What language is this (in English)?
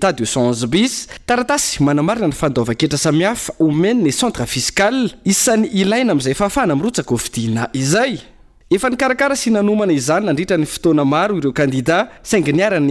Malagasy